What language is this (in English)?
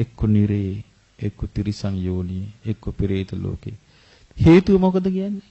Sinhala